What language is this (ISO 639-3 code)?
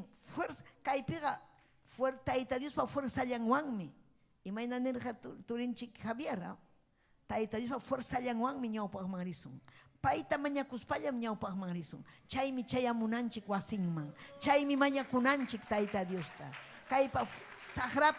quy